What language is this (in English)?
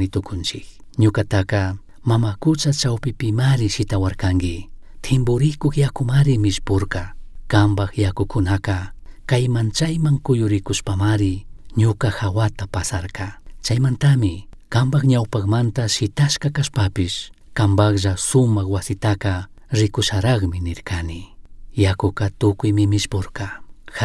Chimborazo Highland Quichua